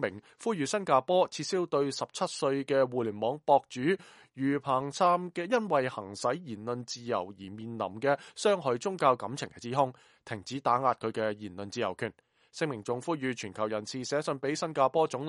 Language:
Cantonese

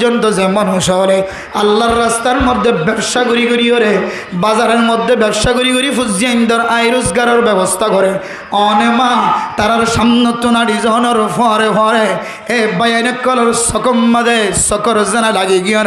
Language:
Rohingya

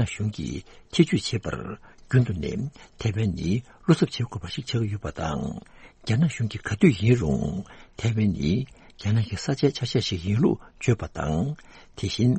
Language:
Tibetan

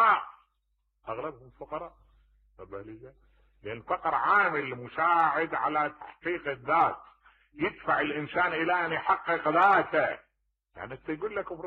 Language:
Mesopotamian Arabic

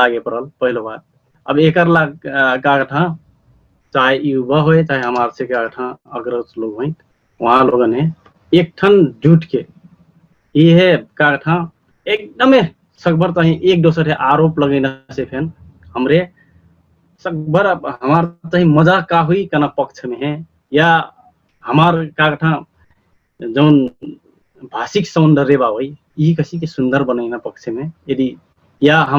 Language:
Dangaura Tharu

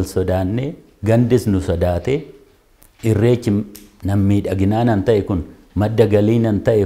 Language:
Oromo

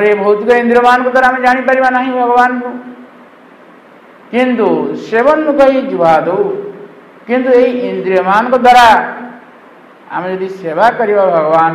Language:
Odia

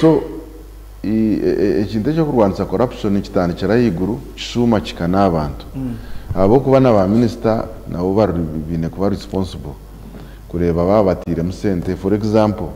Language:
Nyankole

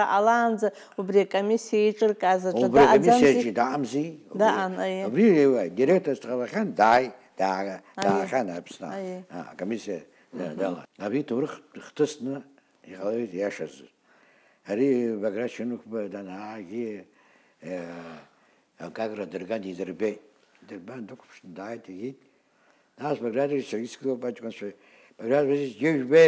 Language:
Abkhazian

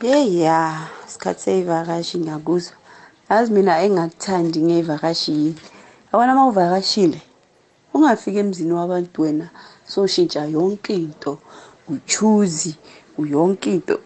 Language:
South Ndebele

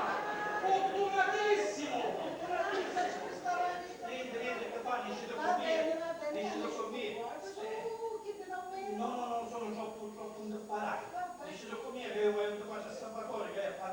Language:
Sicilian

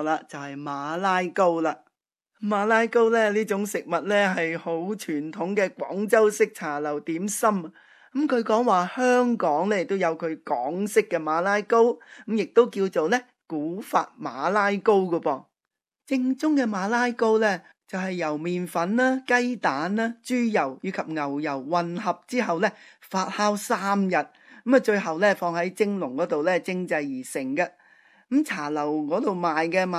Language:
Cantonese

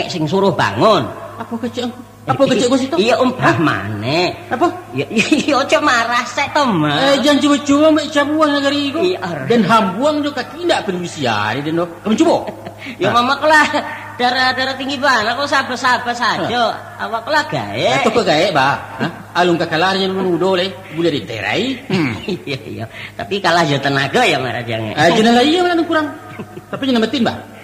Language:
Minangkabau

